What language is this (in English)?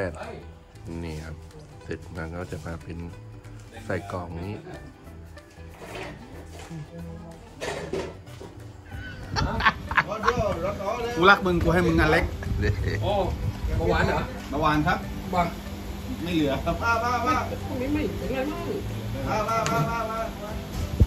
Thai